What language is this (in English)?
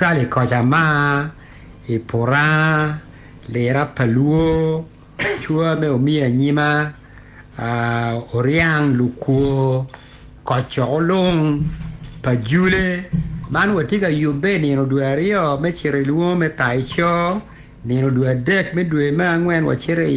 Acoli